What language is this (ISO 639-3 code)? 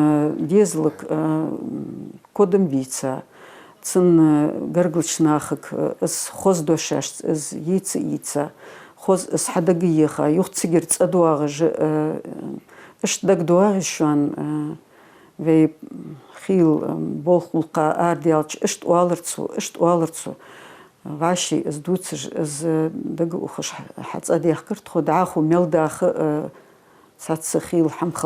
inh